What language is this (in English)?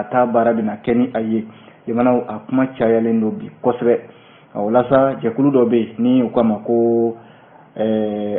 Bambara